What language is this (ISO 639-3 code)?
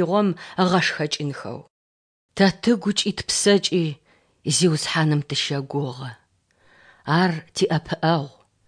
ady